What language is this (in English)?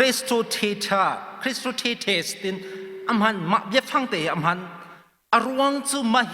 Hakha Chin